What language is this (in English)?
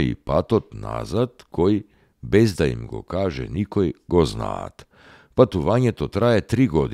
Macedonian